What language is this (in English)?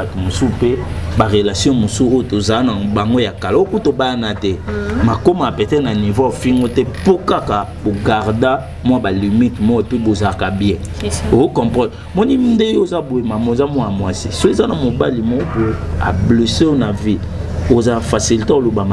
Lingala